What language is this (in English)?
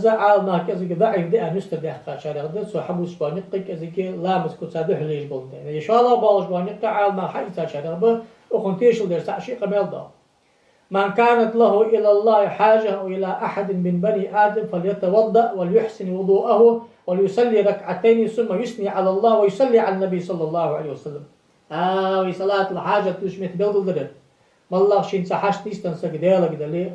Ingush